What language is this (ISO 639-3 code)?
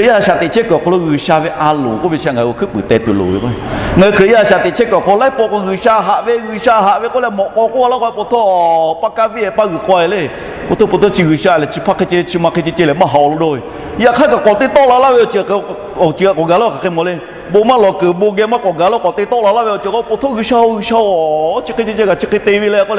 lhu